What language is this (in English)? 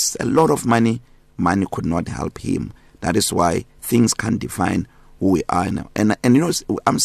English